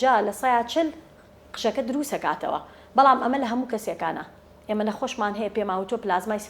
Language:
Central Kurdish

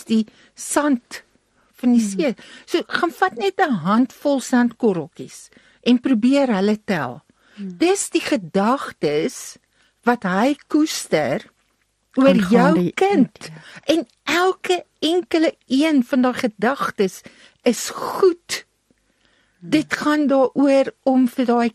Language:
Afrikaans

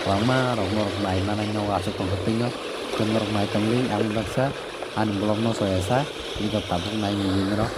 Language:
Kok Borok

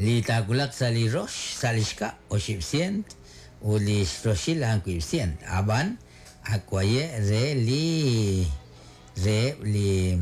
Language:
Kekchí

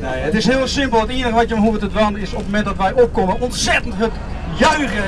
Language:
Western Frisian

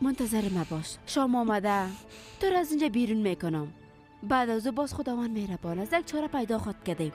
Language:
Persian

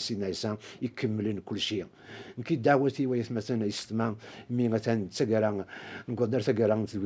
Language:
Kabyle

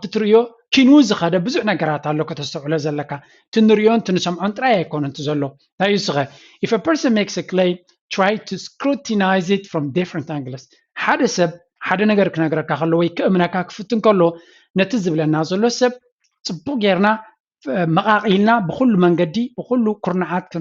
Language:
Tigrinya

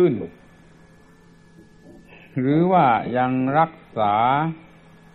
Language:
Thai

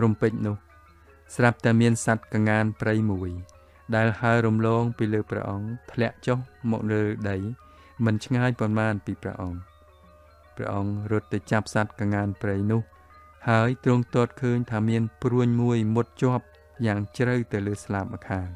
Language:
Khmer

